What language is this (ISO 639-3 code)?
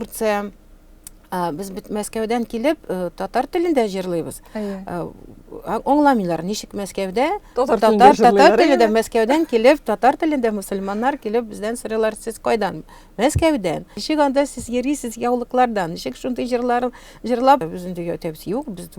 tat